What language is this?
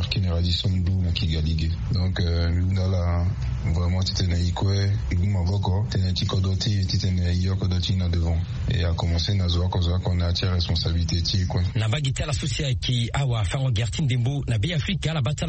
Sango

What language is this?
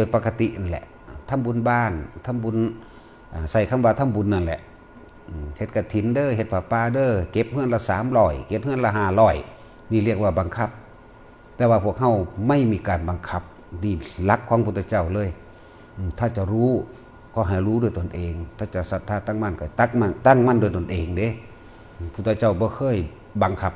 Northeastern Thai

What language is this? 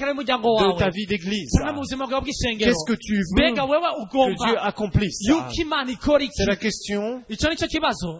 Rundi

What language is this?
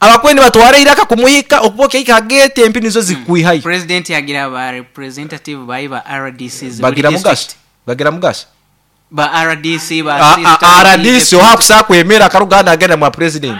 Nyoro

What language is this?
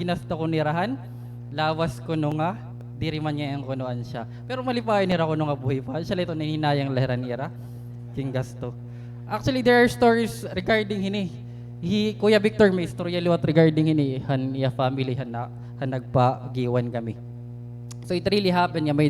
Waray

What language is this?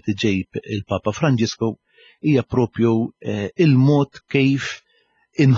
Maltese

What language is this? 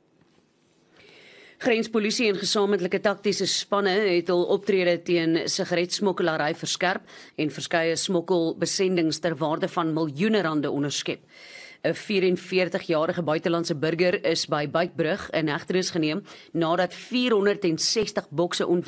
Afrikaans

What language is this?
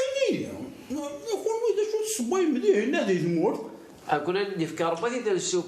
Kabyle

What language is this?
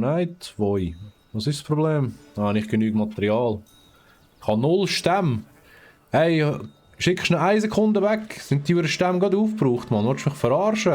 Swiss German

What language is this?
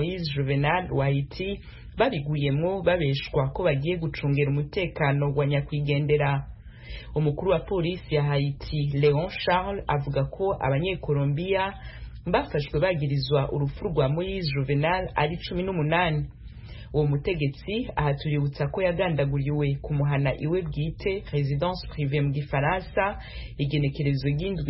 Kinyarwanda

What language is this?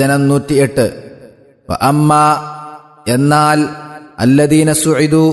Malayalam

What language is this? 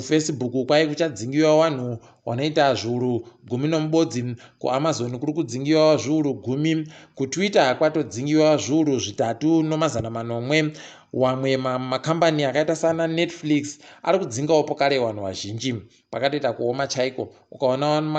Ndau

